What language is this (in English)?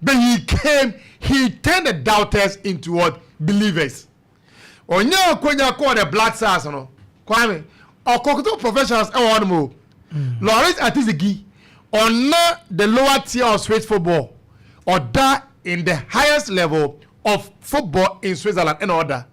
Akan